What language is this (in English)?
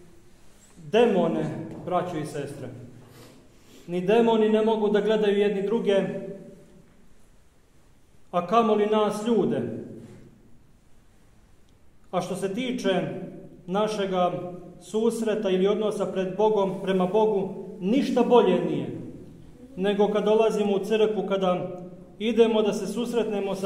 Serbian